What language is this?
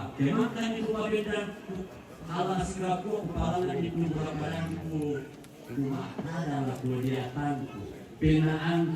Toraja-Sa'dan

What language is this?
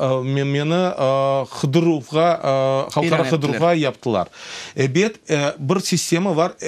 Crimean Tatar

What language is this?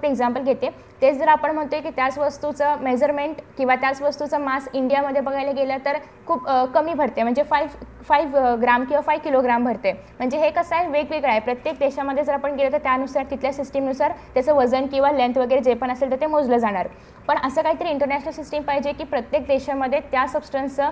Marathi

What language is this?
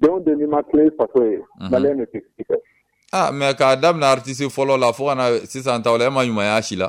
Bambara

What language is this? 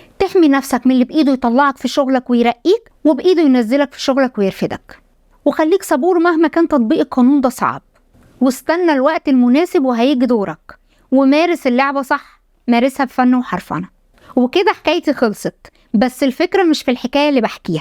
Egyptian Arabic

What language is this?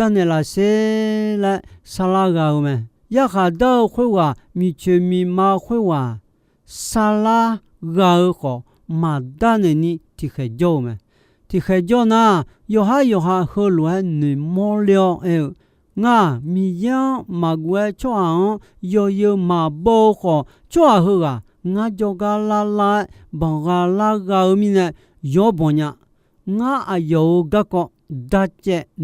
Akha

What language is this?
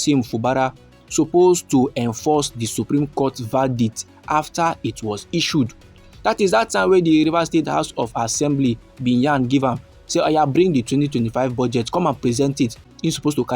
Nigerian Pidgin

